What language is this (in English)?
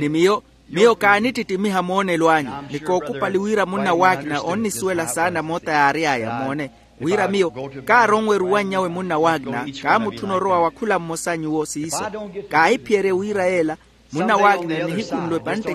Makhuwa